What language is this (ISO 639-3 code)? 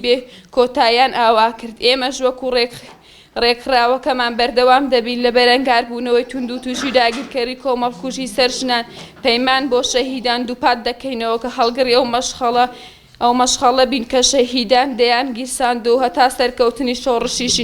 ckb